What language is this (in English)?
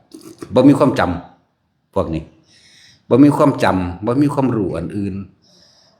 Northeastern Thai